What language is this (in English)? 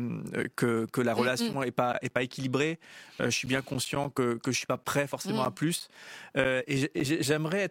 French